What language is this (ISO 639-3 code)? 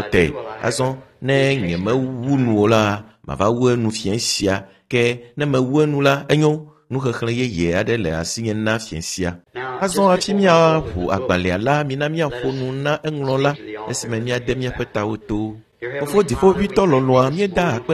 ewe